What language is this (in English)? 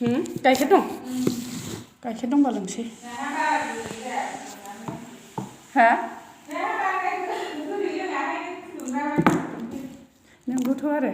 Bodo